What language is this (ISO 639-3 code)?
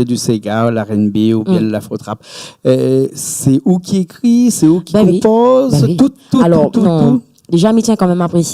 rcf